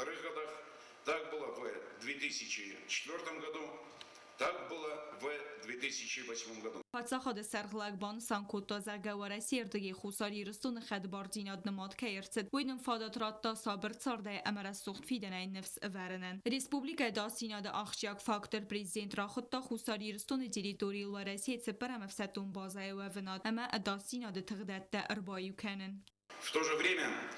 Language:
Ossetic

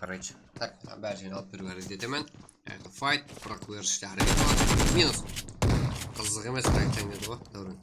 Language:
Kara-Kalpak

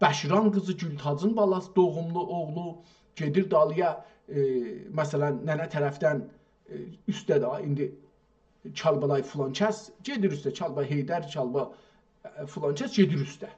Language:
South Azerbaijani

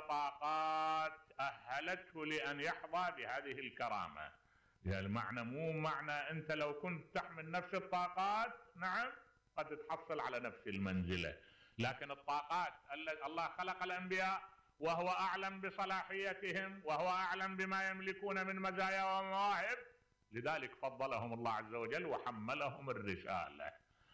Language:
Mesopotamian Arabic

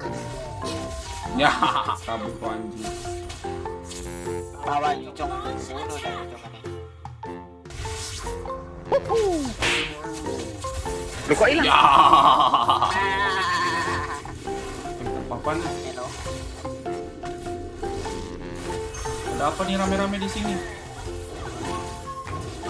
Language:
Indonesian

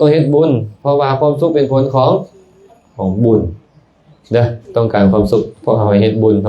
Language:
Lao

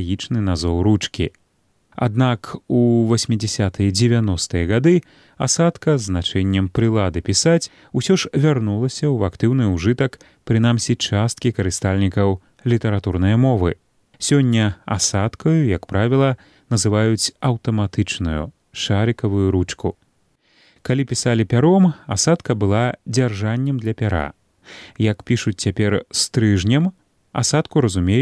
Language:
Belarusian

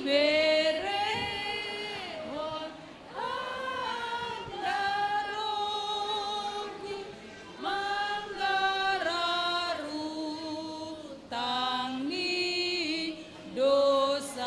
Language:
Batak Simalungun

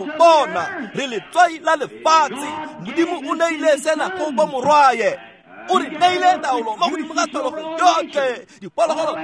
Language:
Tswana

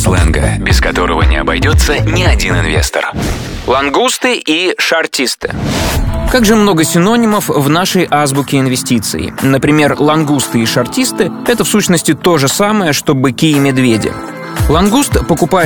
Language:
Russian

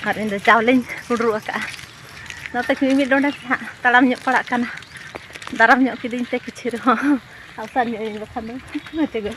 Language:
Santali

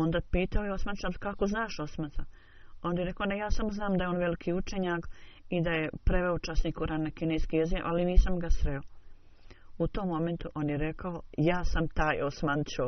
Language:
Bosnian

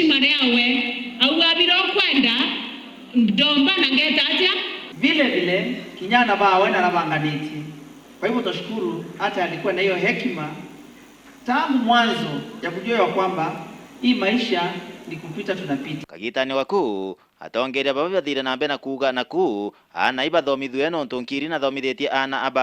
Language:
Meru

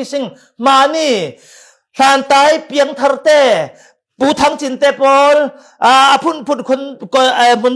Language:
Falam Chin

